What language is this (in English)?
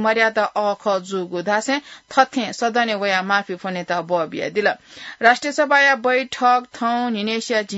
Newari